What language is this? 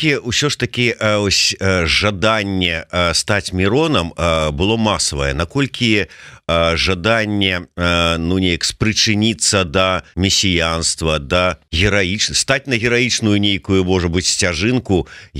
Belarusian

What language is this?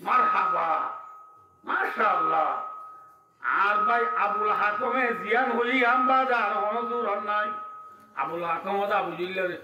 Rohingya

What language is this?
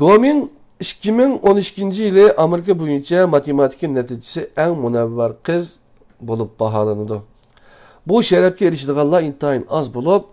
Uyghur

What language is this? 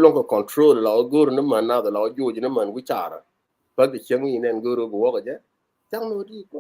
Nuer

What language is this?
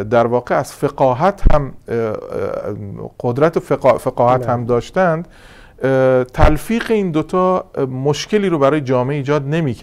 Persian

